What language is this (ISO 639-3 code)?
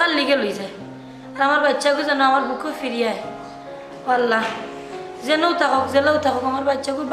syl